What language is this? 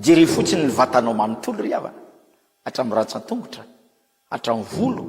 Malagasy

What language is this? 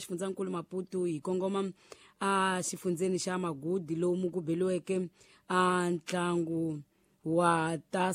Tsonga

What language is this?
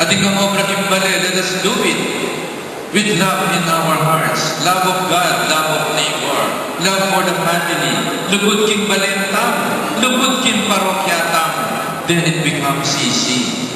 Pampanga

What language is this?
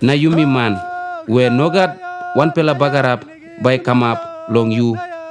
Tok Pisin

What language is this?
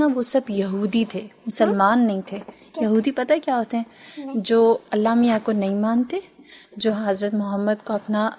Urdu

